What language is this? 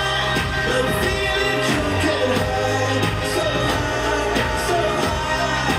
English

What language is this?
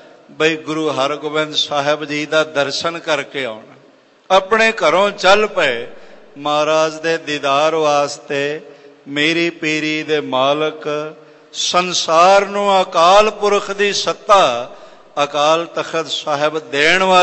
Punjabi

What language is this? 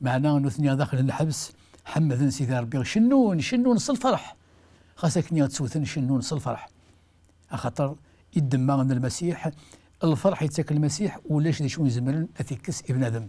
Kabyle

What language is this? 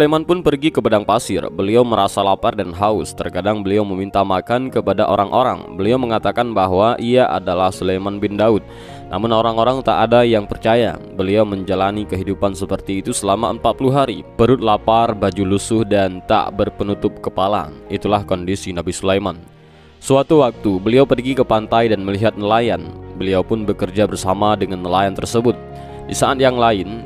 Indonesian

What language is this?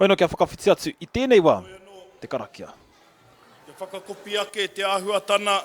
Māori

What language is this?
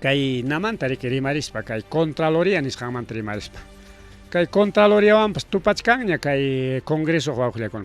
Ayacucho Quechua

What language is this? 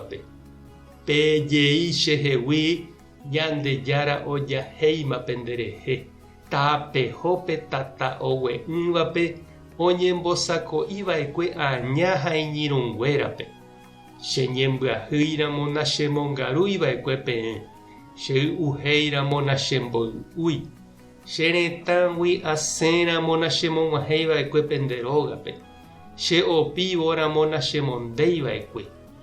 Guarani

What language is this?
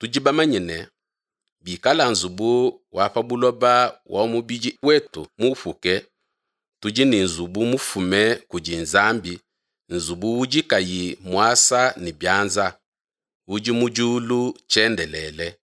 Luba-Lulua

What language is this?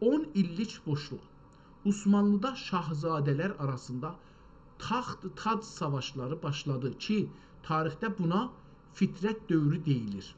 South Azerbaijani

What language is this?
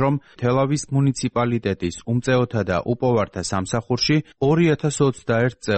Georgian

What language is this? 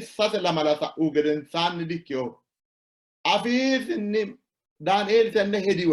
Sidamo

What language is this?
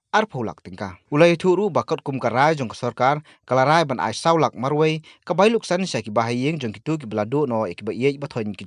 Khasi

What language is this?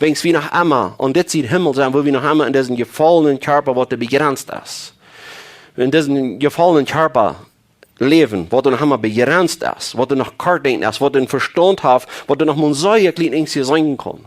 Plautdietsch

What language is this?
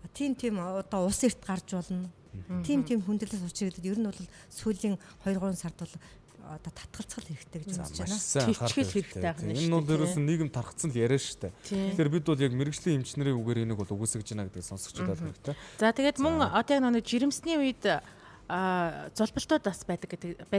Mongolian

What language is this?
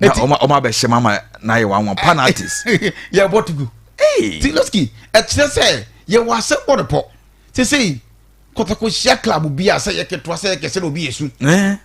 Akan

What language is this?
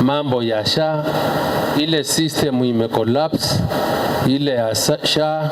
Meru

